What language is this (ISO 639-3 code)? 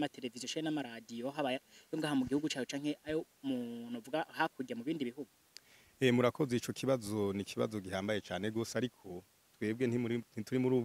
run